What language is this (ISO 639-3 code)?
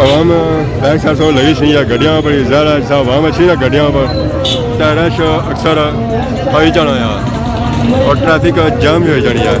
phr